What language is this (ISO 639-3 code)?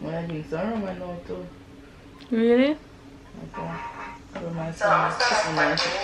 jam